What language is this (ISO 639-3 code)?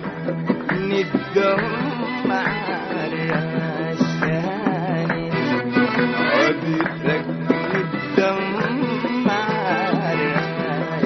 ara